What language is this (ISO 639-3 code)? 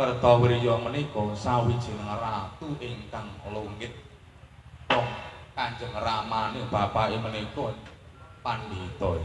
jav